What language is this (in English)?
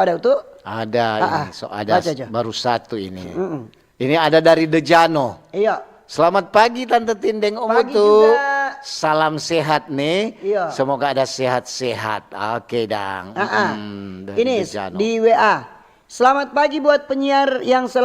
Manado Malay